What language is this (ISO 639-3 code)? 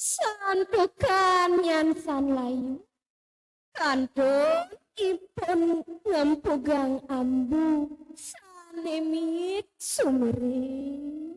ban